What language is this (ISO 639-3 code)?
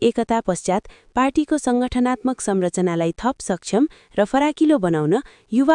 nep